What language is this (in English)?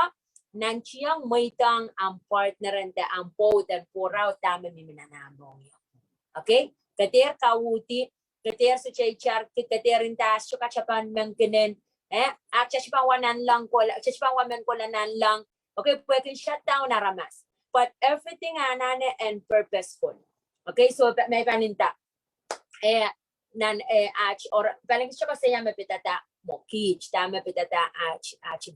Pohnpeian